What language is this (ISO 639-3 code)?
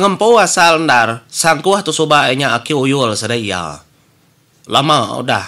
iba